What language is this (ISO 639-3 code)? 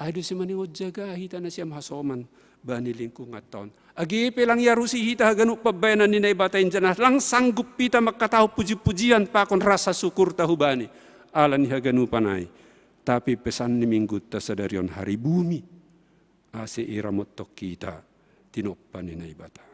bts